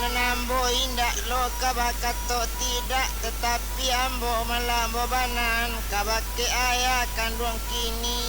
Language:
Minangkabau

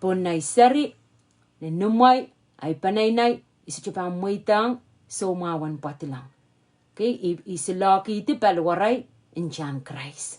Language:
Pohnpeian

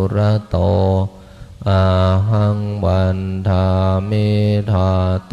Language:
Pali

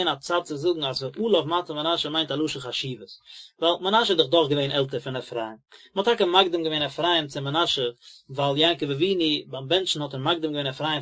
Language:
Yiddish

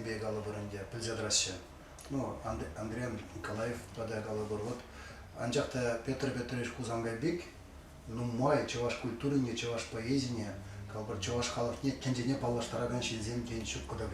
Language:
Chuvash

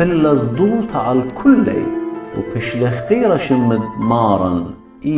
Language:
Assyrian Neo-Aramaic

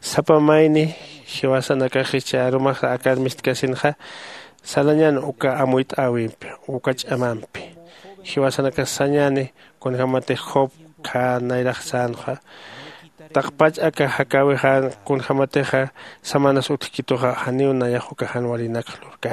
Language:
Aymara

